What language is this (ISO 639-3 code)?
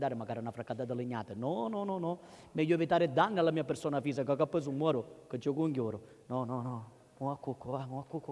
scn